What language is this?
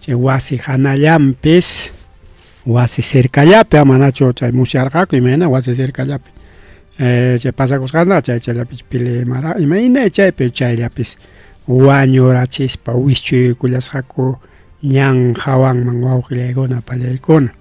Ayacucho Quechua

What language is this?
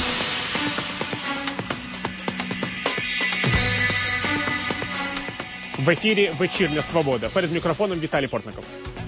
Ukrainian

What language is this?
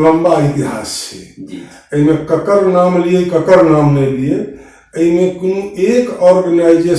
Maithili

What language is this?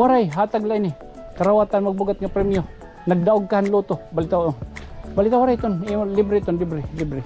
Waray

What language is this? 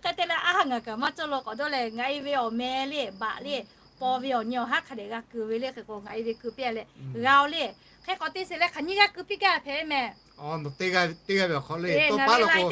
Lahu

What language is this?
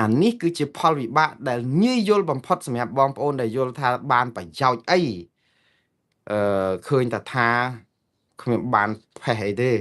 Khmer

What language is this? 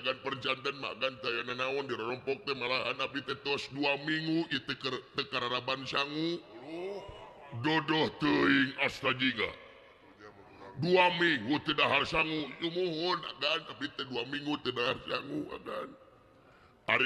Sundanese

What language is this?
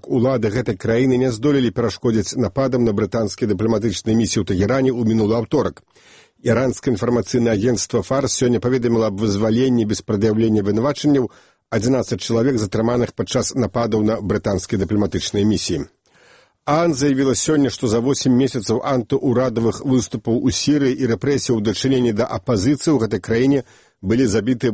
Belarusian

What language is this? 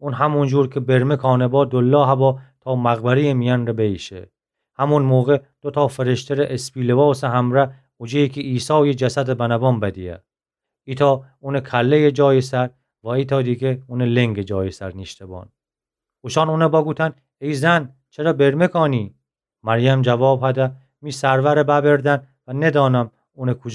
Gilaki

